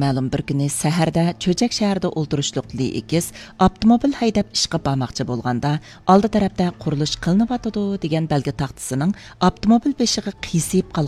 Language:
Uyghur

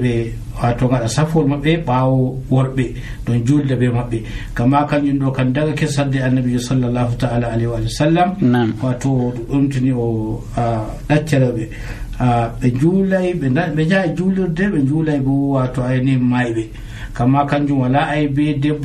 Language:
Nigerian Fulfulde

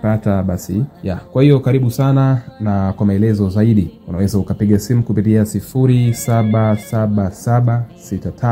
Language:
Swahili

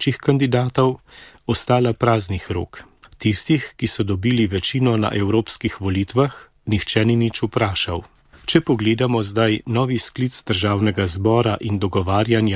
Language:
Slovenian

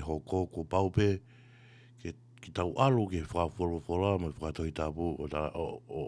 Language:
Tongan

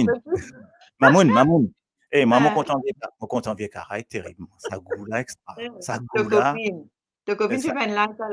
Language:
Morisyen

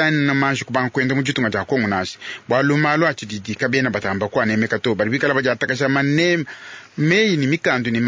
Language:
Luba-Lulua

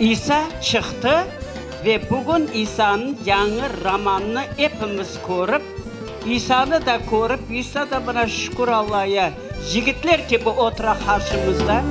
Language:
Crimean Tatar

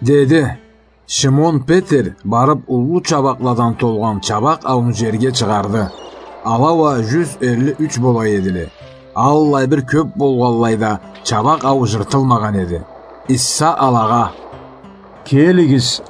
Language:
Karachay-Balkar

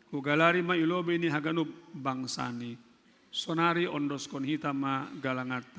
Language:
Batak Simalungun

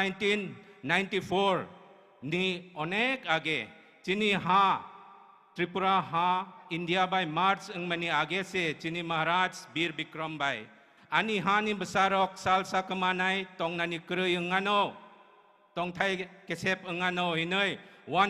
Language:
Kok Borok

